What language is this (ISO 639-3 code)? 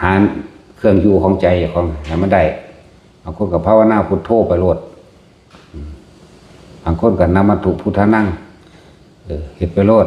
tts